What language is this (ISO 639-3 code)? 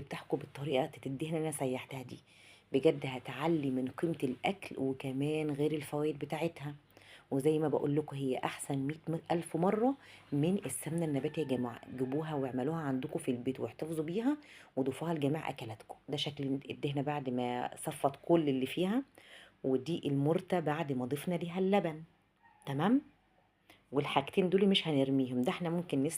arz